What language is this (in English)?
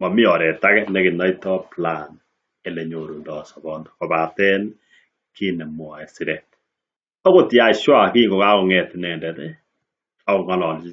Kalenjin